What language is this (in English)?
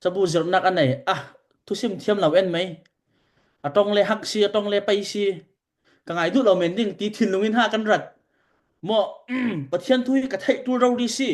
Falam Chin